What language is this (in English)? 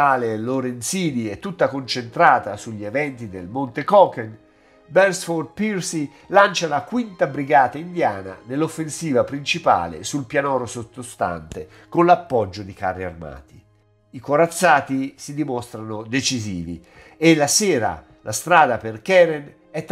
Italian